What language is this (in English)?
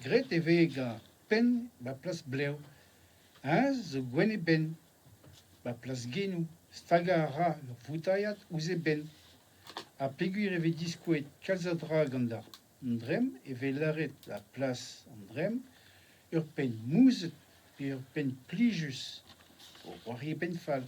Breton